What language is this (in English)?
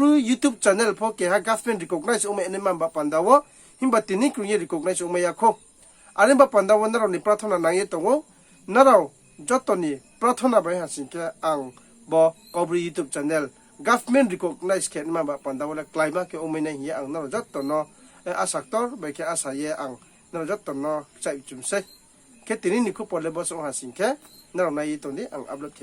Riang (India)